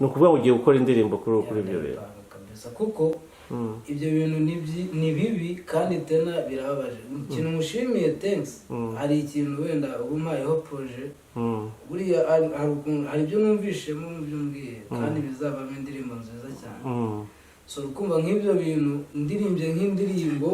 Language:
Kinyarwanda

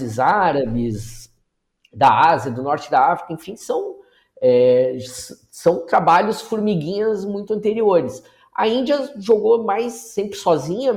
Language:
Portuguese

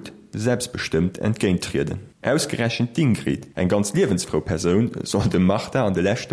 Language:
Luxembourgish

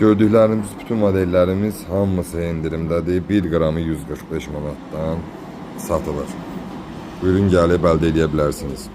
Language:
Azerbaijani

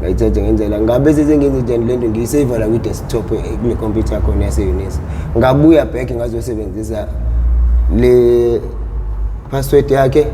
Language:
Zulu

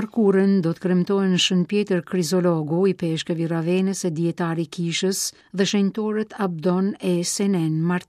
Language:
Albanian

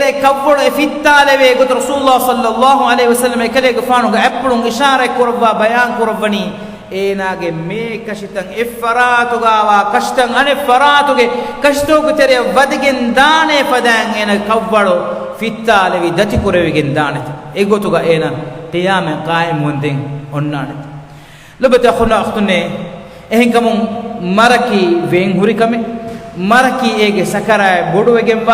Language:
Divehi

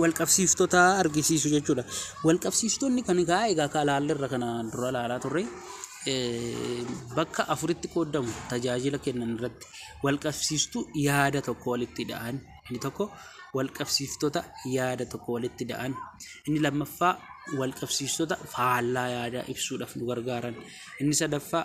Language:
Oromo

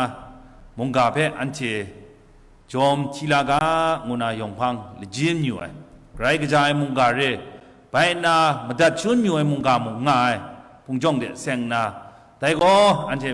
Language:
Kachin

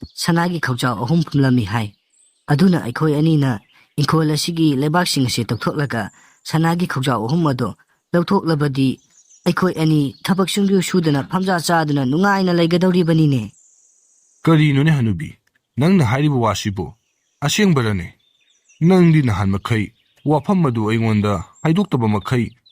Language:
Manipuri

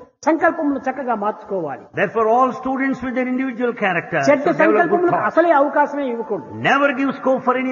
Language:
Telugu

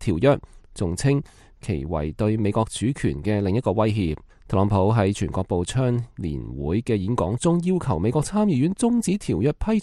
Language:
Cantonese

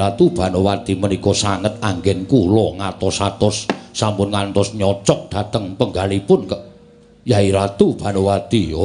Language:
Javanese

